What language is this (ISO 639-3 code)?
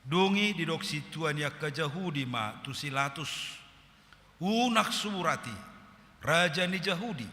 bbc